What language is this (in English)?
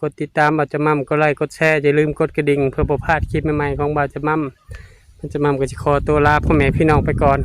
Northeastern Thai